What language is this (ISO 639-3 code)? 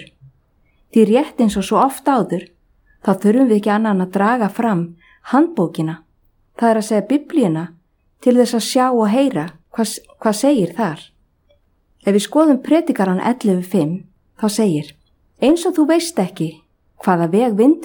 isl